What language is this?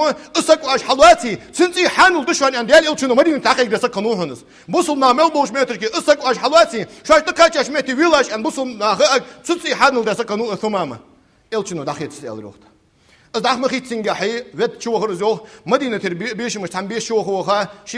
Ingush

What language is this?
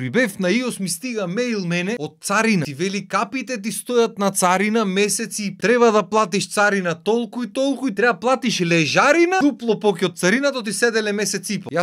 Macedonian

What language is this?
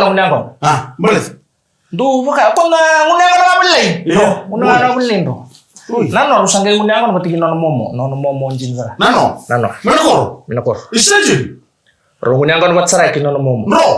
Fijian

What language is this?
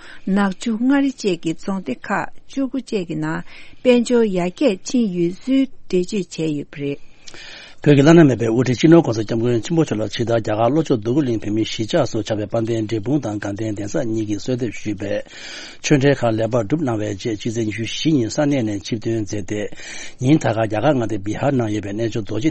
Tibetan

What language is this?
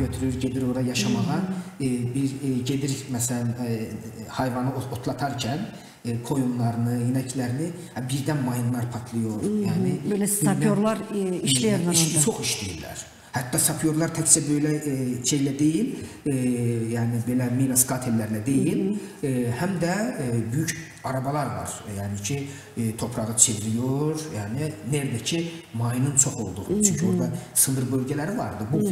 Gagauz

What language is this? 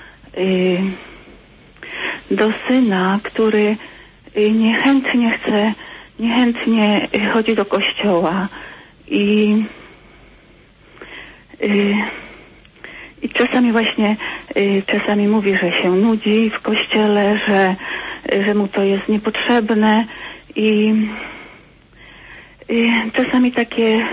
Polish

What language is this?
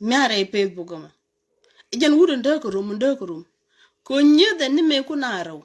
Nuer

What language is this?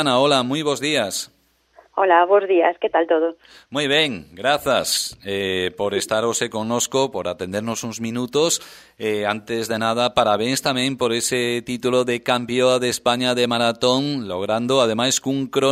Galician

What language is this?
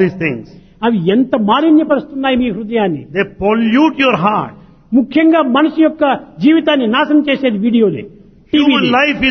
Telugu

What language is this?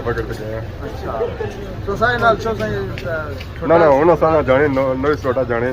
Pahari-Potwari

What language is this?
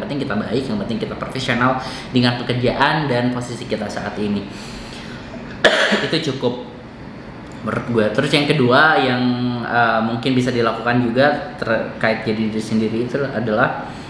Indonesian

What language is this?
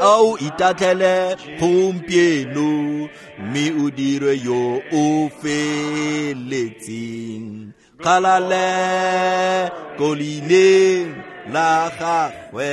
Tswana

